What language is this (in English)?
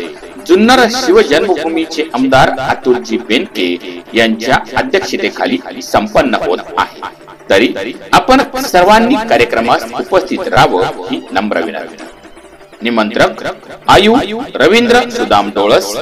Marathi